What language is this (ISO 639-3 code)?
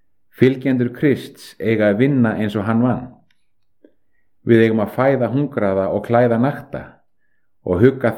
isl